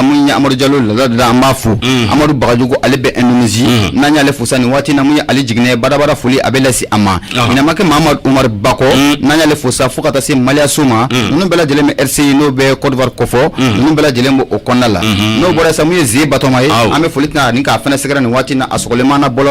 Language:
Bambara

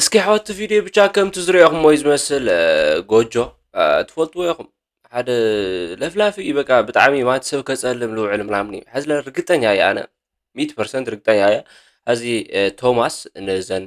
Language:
Tigrinya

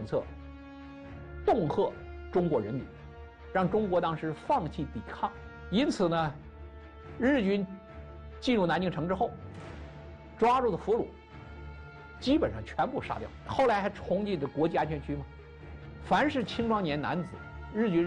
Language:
Chinese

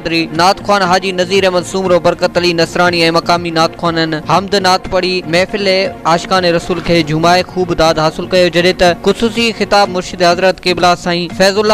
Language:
Sindhi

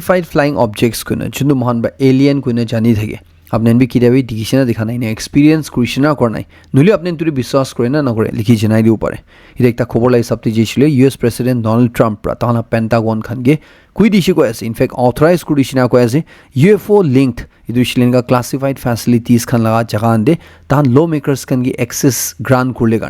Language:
Naga Pidgin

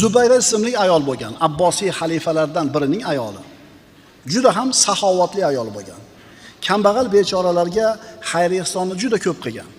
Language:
Uzbek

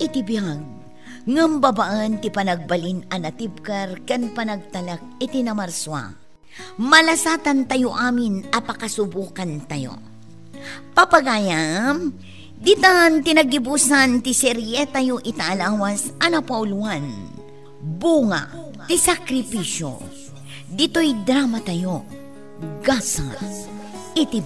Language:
Iloko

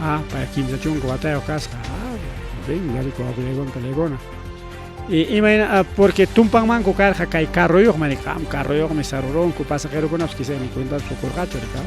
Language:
Ayacucho Quechua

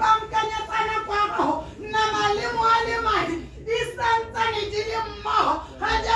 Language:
Tswana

